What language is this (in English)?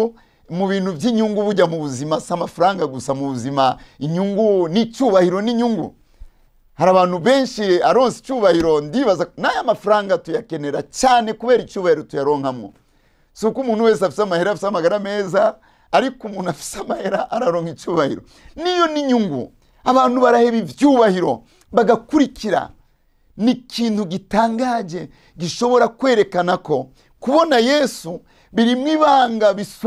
Rundi